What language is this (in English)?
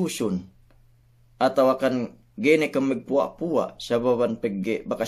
Yakan